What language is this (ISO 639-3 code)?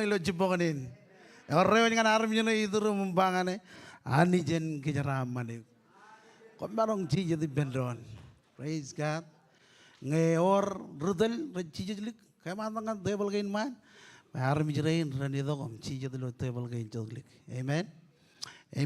mah